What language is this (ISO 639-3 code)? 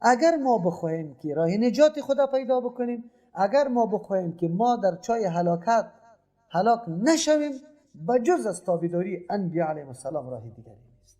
fas